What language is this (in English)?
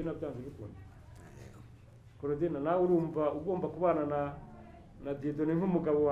Kinyarwanda